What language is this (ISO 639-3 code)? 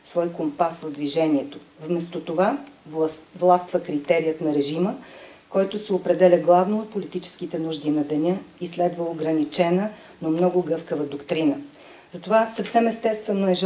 bul